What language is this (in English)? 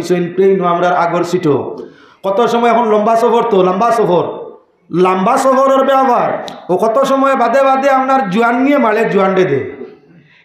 Sylheti